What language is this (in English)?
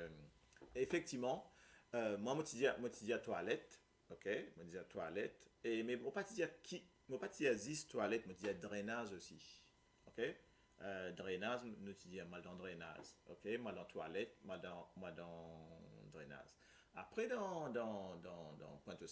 Morisyen